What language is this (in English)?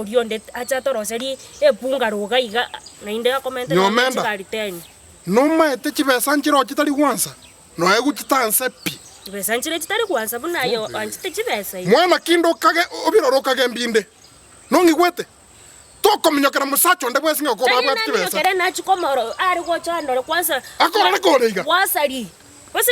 Gusii